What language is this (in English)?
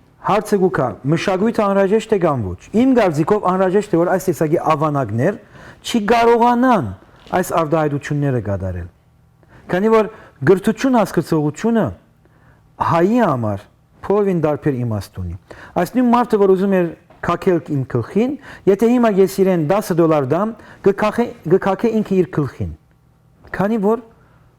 Western Armenian